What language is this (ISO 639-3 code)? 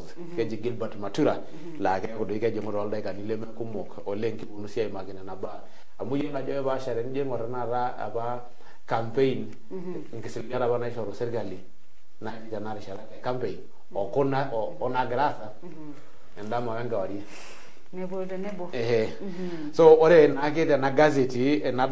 mas